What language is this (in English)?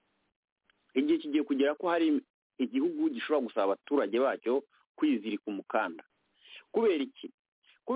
Kinyarwanda